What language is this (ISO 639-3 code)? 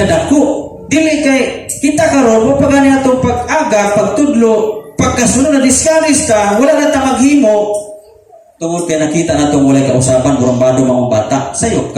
ceb